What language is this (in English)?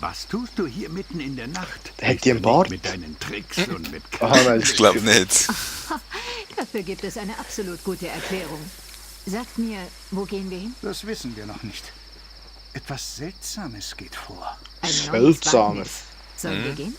Swiss German